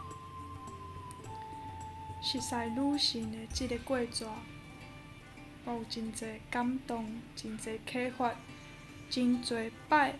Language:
Min Nan Chinese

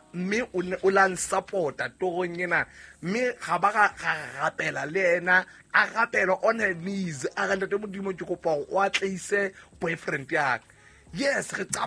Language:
Southern Sotho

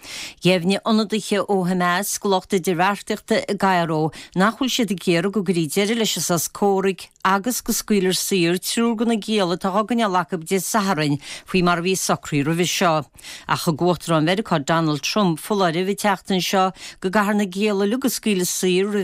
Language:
Irish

